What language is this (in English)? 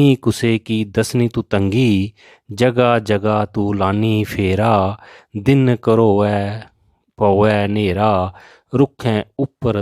Dogri